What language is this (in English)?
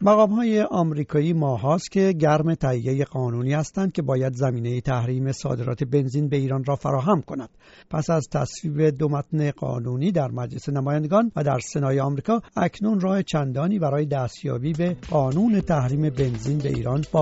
Persian